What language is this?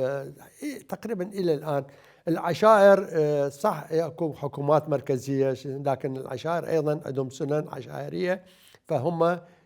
Mesopotamian Arabic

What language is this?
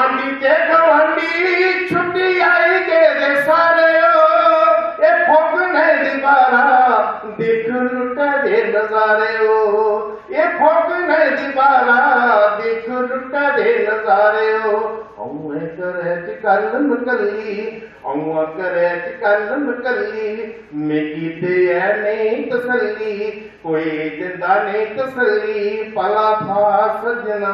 Dogri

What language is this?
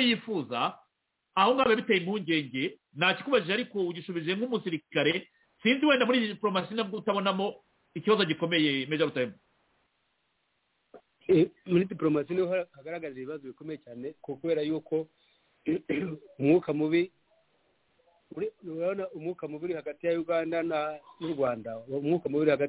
Kinyarwanda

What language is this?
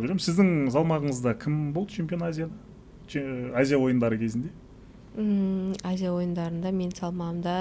Kazakh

